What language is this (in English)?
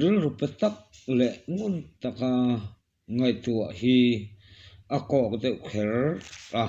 Mizo